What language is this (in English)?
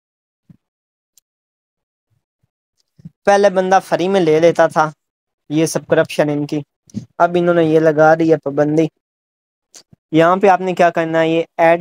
Urdu